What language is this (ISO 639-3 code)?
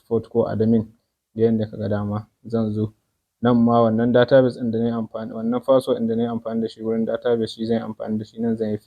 hau